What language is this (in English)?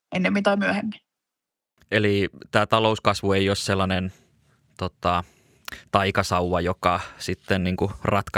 Finnish